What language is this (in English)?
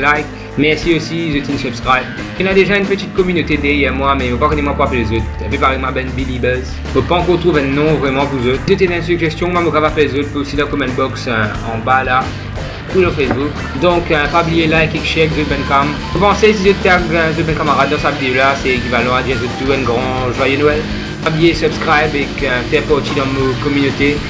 Morisyen